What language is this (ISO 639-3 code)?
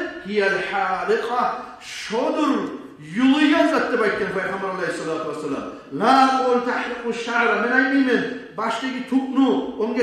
kum